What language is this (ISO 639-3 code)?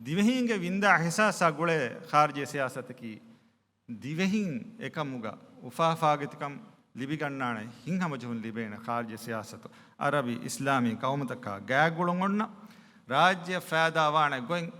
div